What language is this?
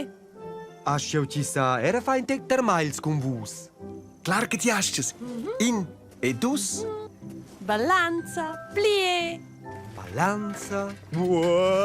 Romansh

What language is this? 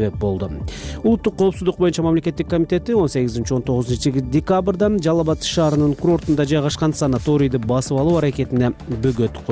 Kyrgyz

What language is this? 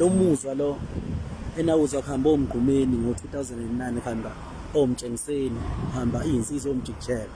Zulu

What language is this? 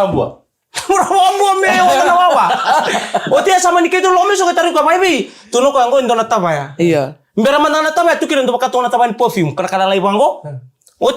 Fijian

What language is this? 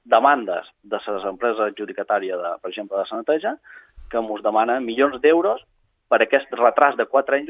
Catalan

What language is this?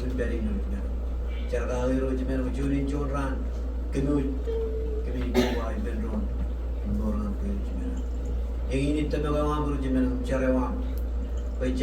Marshallese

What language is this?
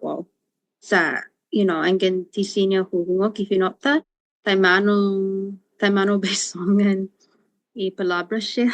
Chamorro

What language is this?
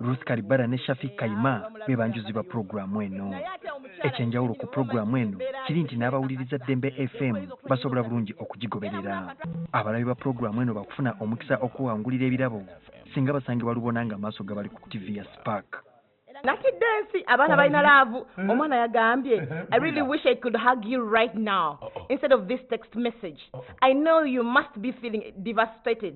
Ganda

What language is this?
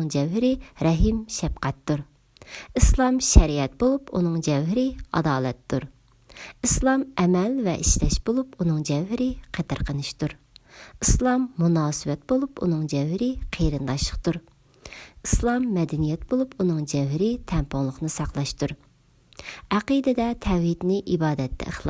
Uyghur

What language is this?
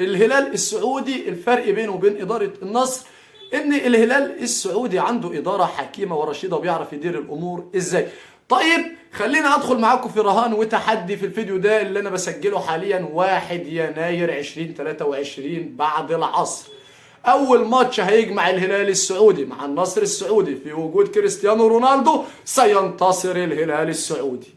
Egyptian Arabic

